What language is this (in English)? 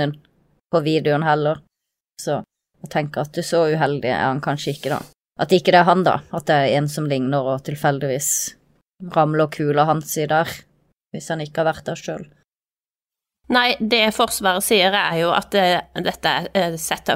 Norwegian